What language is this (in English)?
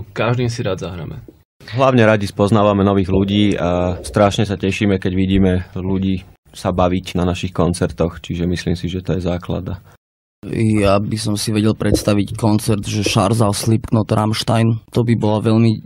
Slovak